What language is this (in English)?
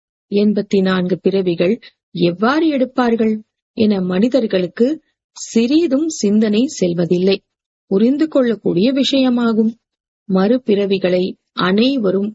Tamil